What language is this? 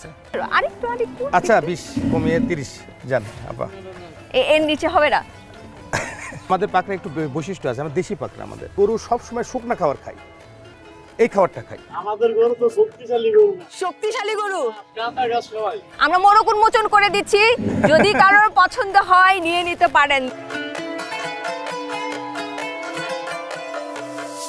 Bangla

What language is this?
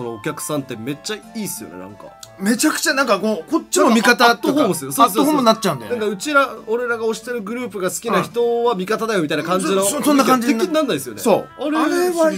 Japanese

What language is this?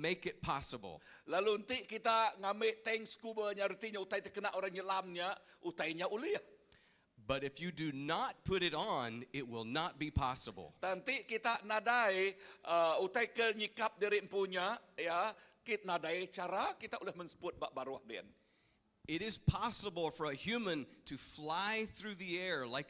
Iban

